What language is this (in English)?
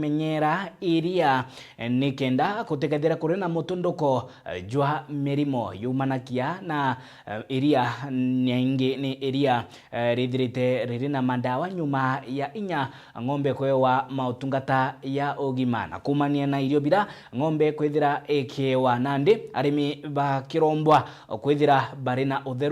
Meru